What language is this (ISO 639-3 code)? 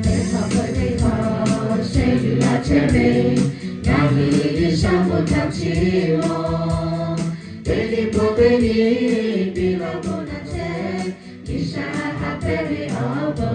lhu